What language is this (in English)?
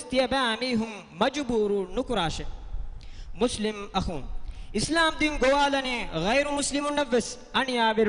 Divehi